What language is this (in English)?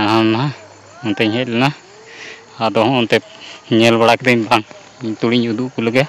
Santali